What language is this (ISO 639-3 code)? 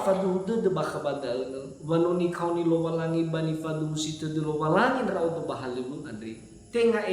nia